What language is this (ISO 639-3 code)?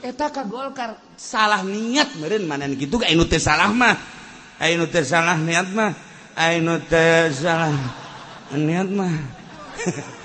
sun